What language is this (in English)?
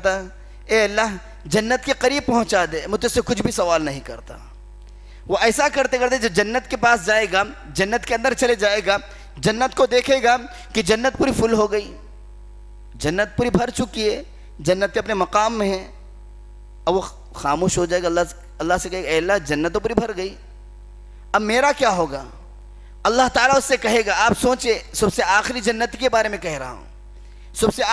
Urdu